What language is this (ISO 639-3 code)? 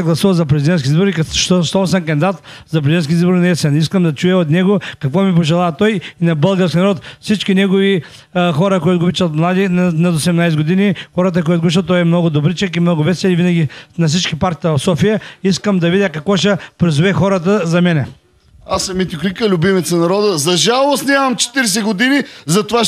bul